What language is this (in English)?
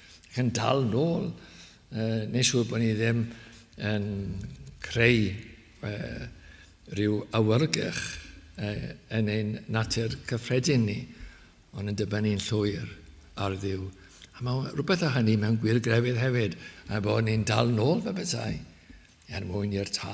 Welsh